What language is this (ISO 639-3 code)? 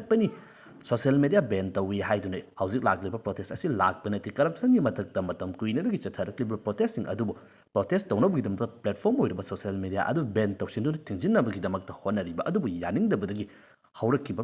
mni